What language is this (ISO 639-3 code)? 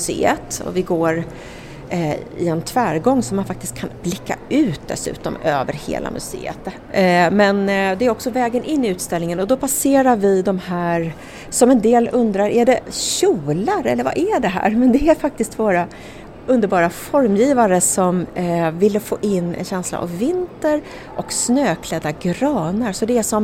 swe